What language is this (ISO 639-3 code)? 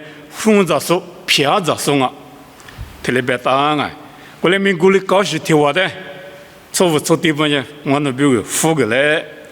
lis